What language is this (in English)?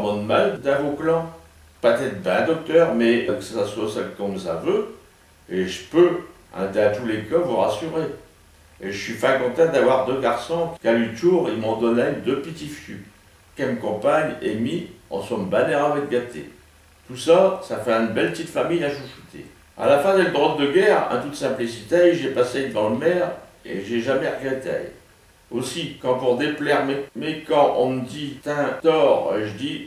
Picard